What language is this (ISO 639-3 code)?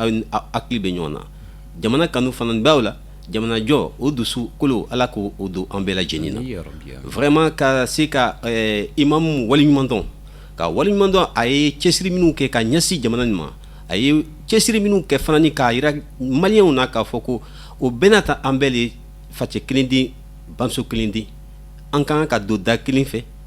bam